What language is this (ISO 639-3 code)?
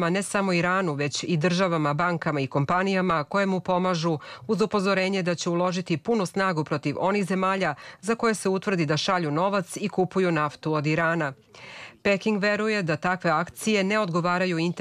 srp